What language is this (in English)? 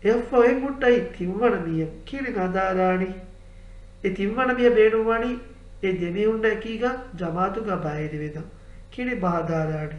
Divehi